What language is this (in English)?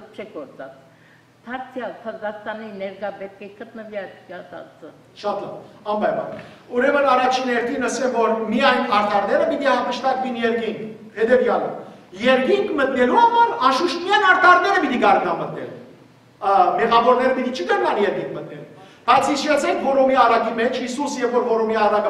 Western Armenian